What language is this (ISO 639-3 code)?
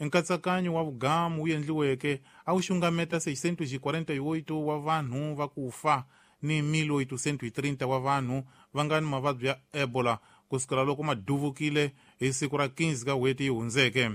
tso